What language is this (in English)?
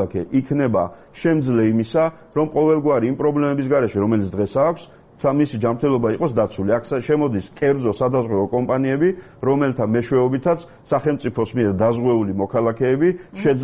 Georgian